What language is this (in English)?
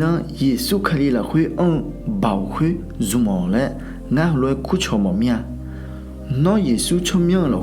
Akha